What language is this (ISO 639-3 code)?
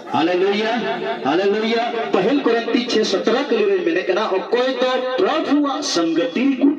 sat